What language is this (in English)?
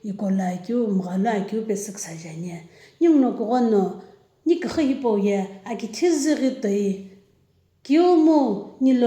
Sumi Naga